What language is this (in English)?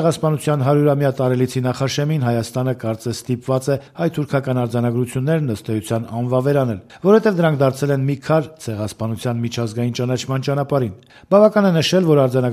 Armenian